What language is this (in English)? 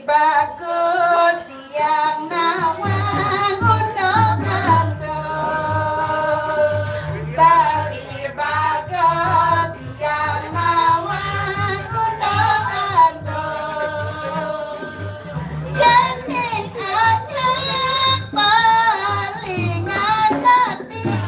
Balinese